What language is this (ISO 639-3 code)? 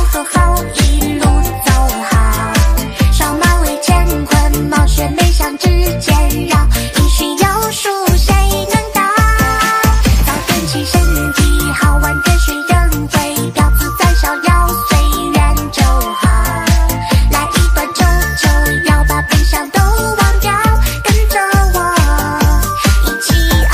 zho